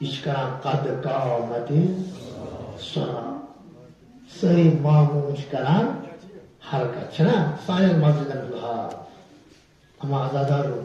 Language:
Kashmiri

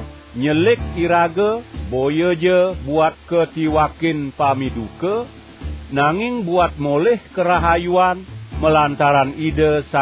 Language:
Balinese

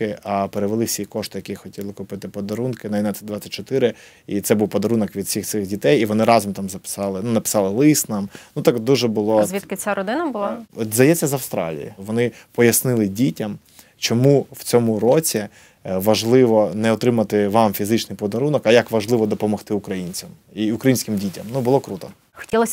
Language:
Ukrainian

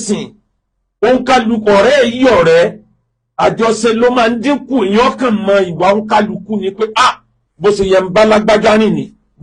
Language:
Yoruba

